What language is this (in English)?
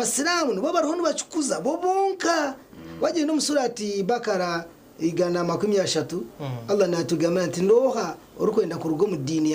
Nyankole